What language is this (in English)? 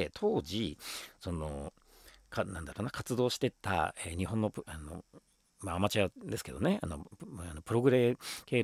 Japanese